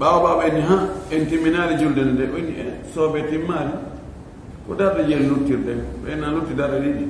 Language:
Fula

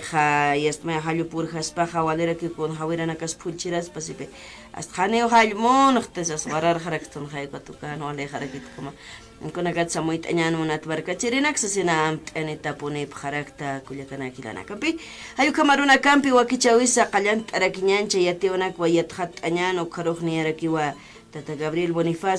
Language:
Aymara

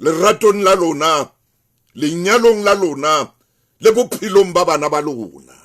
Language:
Southern Sotho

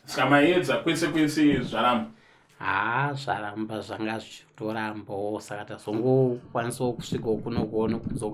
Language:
Shona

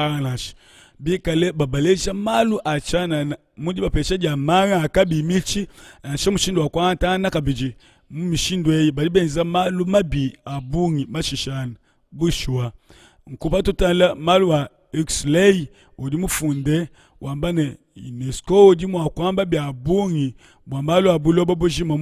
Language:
Luba-Lulua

